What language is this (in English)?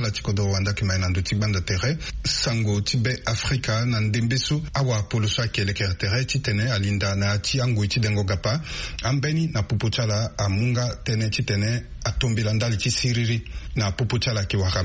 Sango